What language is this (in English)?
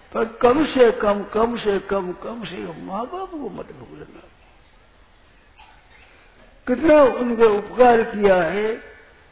Hindi